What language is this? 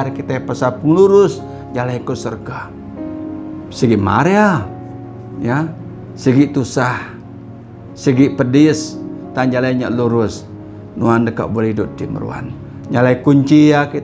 Iban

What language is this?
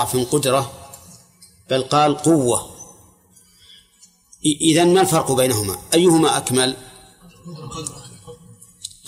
Arabic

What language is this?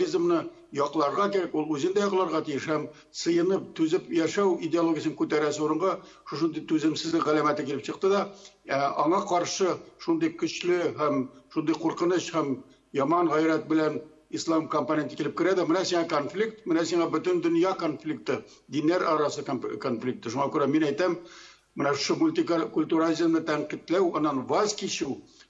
Tatar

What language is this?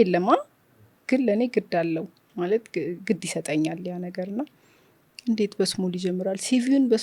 Amharic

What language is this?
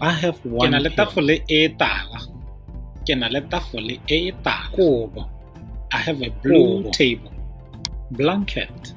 Tswana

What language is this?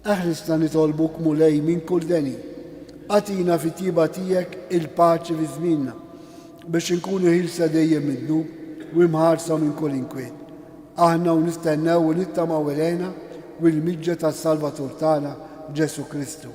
Maltese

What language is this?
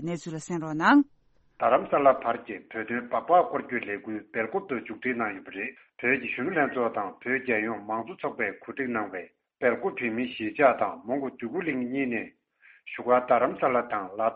Tibetan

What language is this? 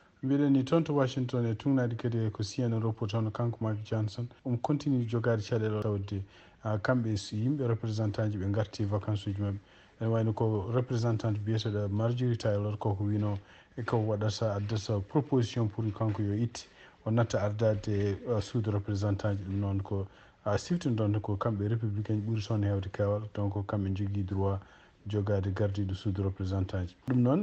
Fula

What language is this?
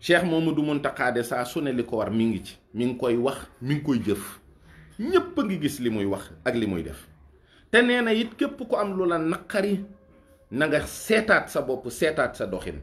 Wolof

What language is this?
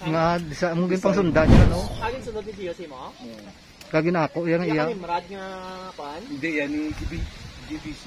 Hiligaynon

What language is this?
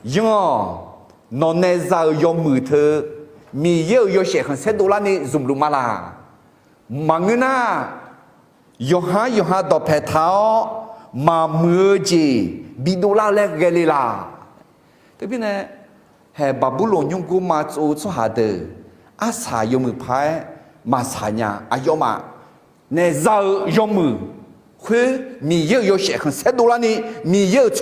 Akha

